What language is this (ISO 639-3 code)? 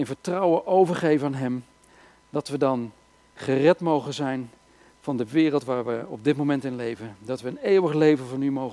nld